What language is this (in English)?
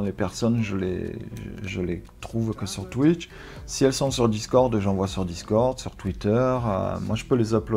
French